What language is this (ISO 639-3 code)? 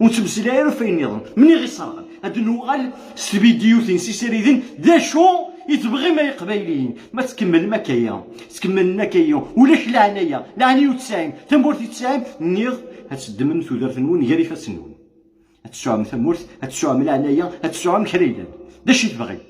kab